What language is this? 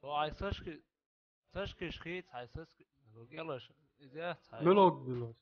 Chechen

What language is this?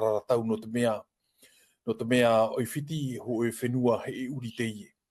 Tahitian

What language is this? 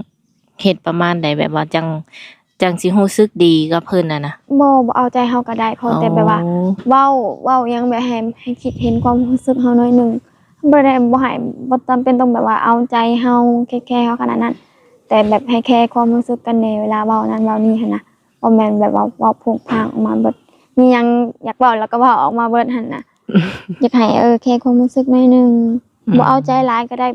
Lao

